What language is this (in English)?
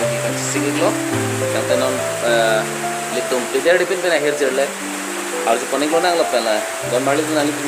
Karbi